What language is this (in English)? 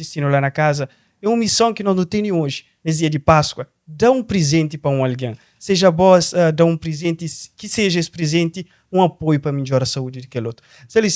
Kabuverdianu